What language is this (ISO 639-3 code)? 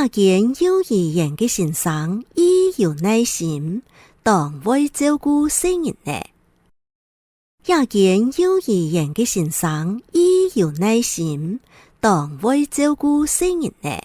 hak